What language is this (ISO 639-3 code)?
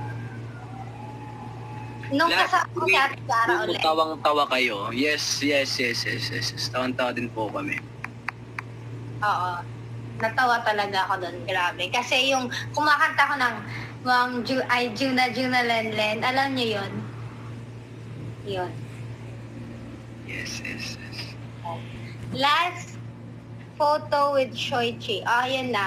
fil